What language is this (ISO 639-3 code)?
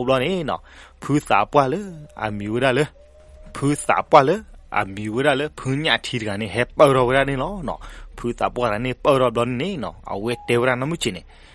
ksw